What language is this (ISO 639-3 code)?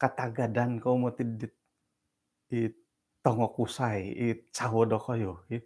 dtp